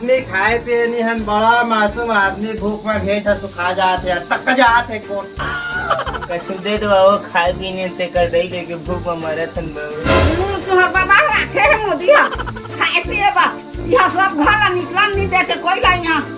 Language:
Chhattisgarhi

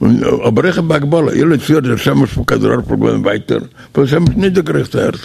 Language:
Yiddish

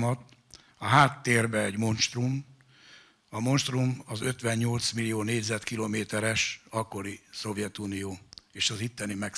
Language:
Hungarian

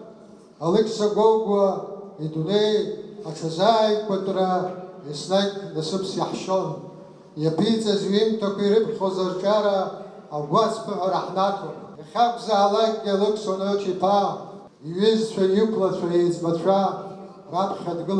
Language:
Abkhazian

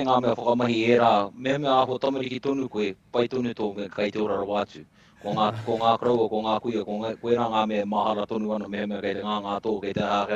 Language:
Māori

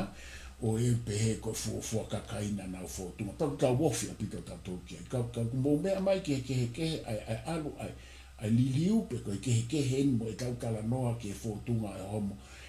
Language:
Tongan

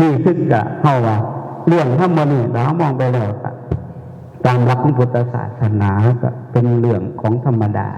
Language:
Northeastern Thai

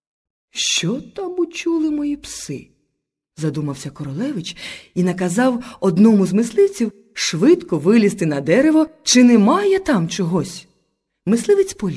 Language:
Ukrainian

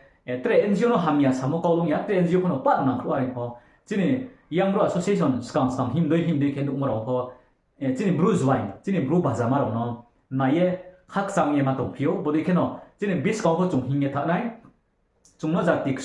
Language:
Riang (India)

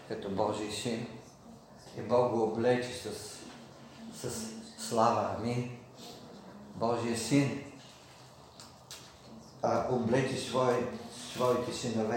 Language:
Bulgarian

